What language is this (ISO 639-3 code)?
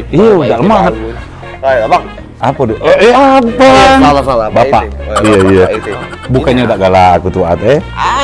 mui